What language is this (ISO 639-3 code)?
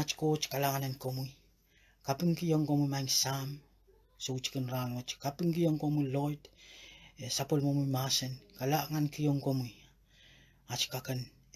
pon